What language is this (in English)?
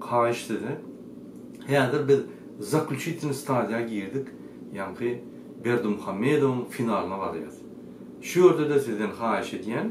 Turkmen